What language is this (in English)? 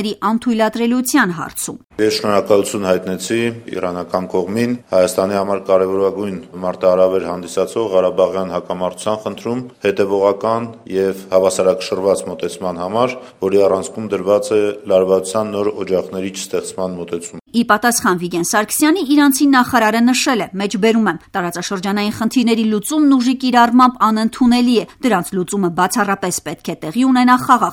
Armenian